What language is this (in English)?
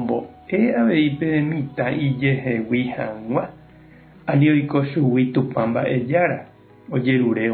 Guarani